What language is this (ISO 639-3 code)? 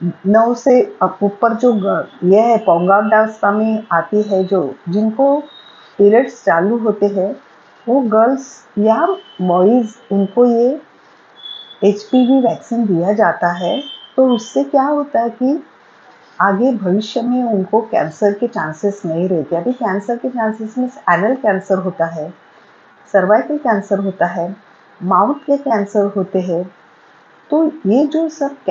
hin